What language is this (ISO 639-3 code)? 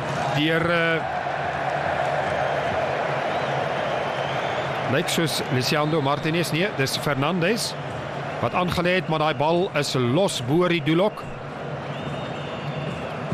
afr